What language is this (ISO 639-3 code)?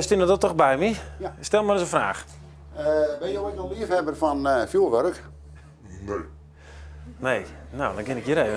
fry